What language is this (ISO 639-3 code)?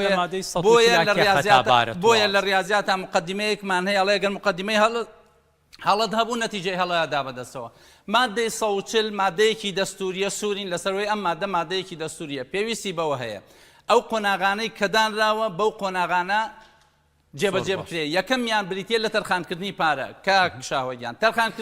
ckb